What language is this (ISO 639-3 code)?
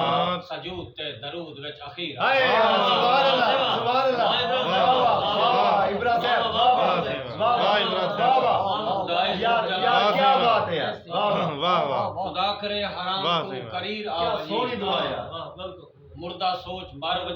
skr